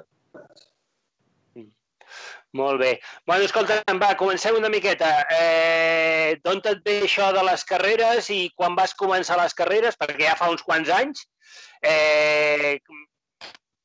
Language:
Catalan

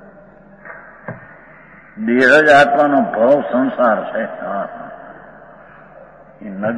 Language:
Gujarati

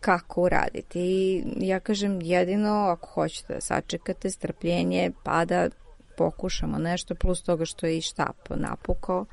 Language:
Serbian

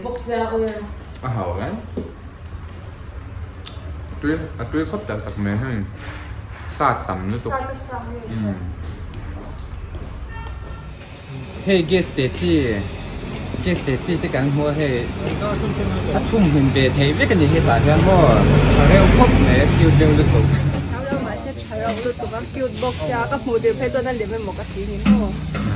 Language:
Vietnamese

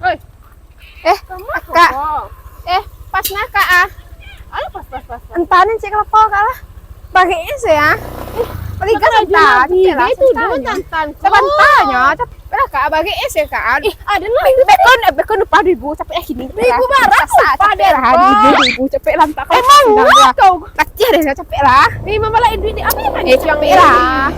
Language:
Minangkabau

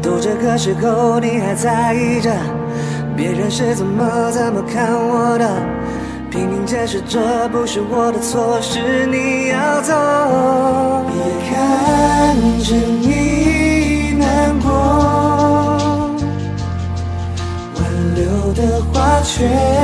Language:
Chinese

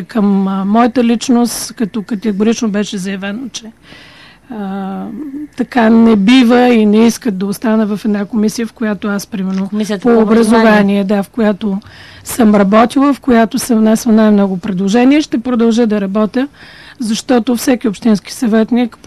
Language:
Bulgarian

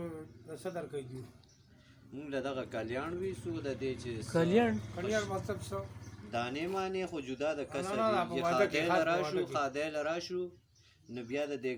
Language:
Pashto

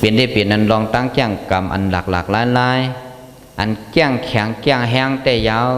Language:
Shan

